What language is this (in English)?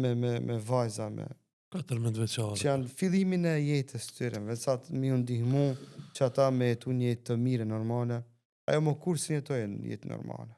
Albanian